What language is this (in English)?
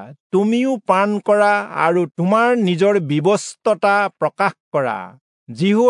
Assamese